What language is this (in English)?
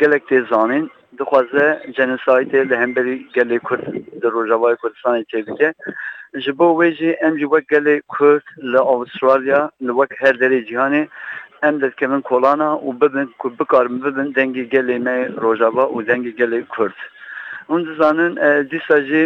Kurdish